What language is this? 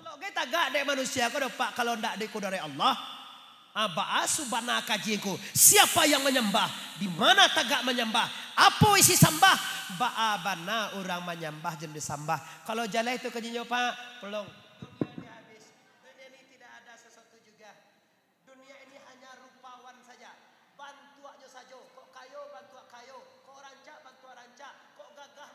Minangkabau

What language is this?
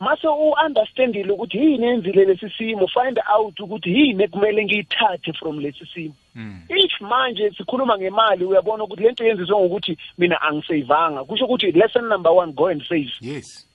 South Ndebele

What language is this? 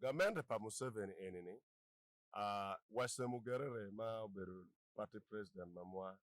Acoli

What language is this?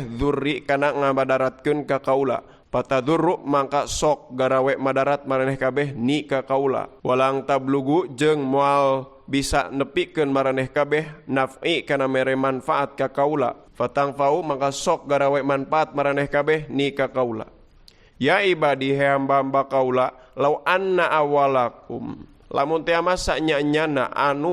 Sundanese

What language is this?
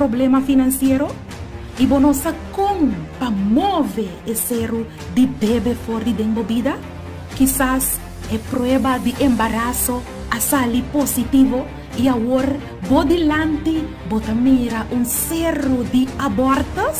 Papiamento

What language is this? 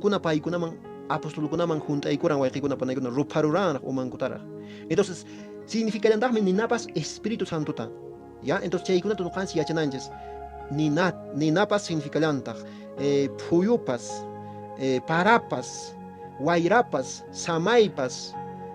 Quechua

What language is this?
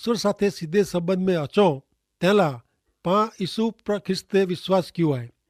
Kachhi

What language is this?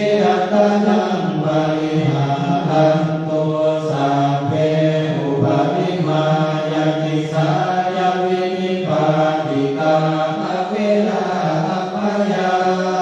Pali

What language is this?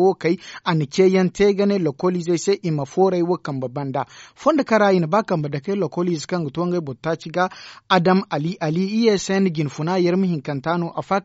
Zarma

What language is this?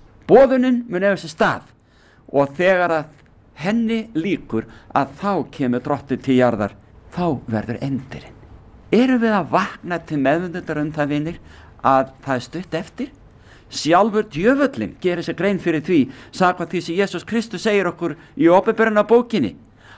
Icelandic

